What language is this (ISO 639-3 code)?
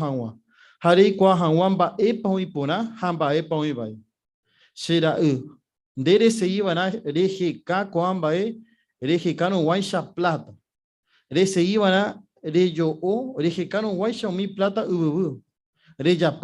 grn